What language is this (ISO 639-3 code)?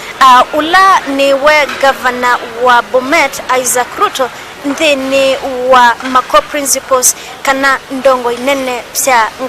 kam